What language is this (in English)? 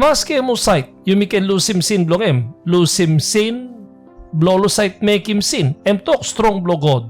Tok Pisin